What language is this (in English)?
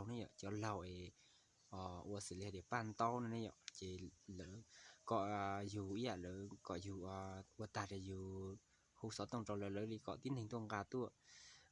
Hmong